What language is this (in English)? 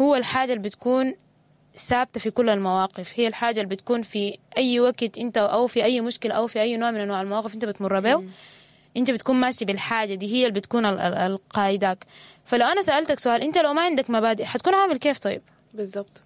Sudanese Arabic